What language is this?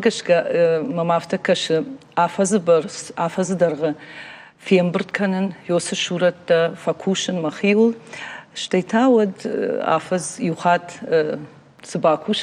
Ossetic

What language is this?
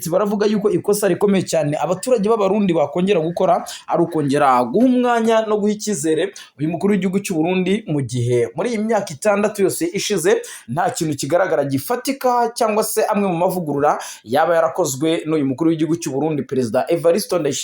Kinyarwanda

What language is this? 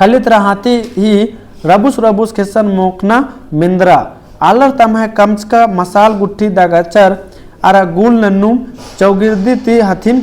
Kurukh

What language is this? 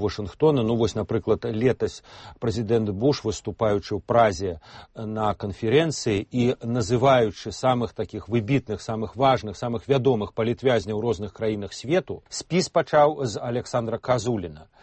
Belarusian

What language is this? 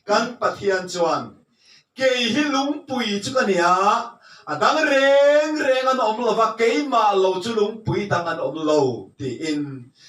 Mizo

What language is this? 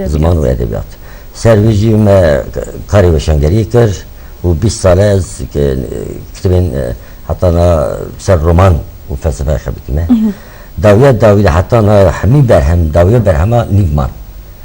Kurdish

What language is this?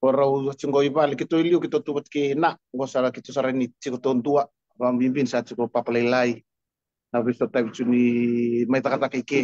Fijian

